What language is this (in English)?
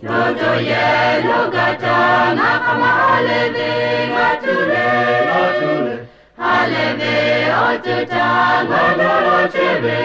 Lahu